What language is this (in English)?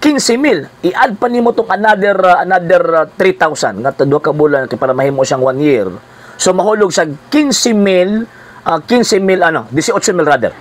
Cebuano